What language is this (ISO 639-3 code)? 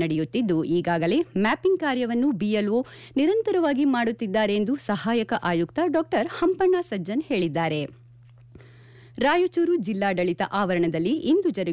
kan